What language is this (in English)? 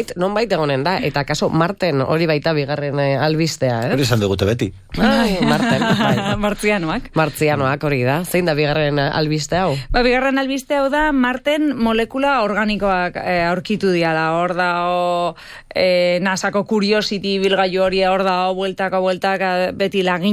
Basque